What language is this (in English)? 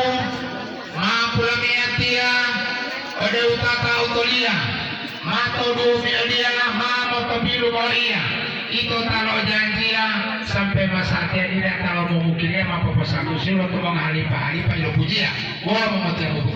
Gorontalo